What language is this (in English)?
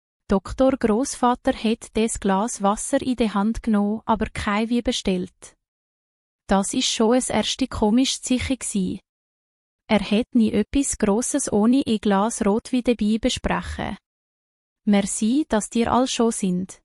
Swiss German